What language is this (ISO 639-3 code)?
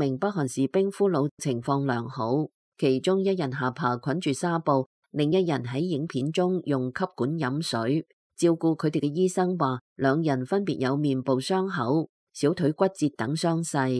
yue